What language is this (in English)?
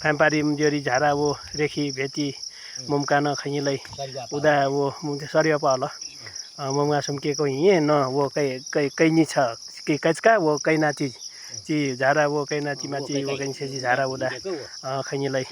Nepali